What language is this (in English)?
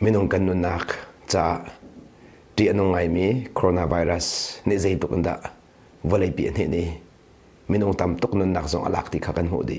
Hakha Chin